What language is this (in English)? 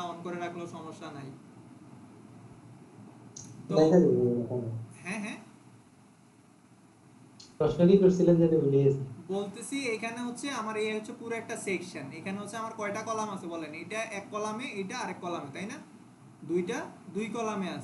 Bangla